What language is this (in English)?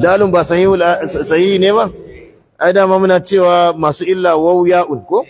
Hausa